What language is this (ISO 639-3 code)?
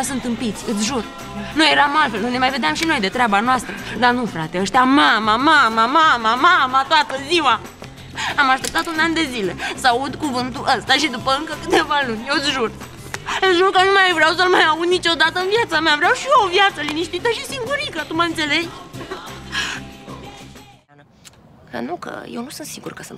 ron